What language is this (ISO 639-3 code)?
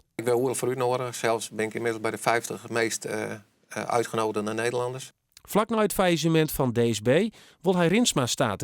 fry